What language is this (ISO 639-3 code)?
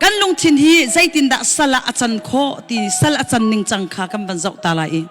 cnh